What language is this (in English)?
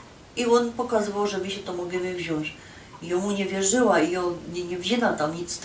Silesian